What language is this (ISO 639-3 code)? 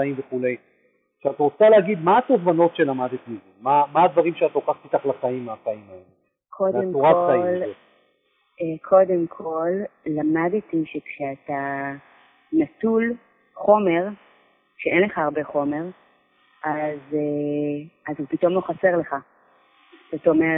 heb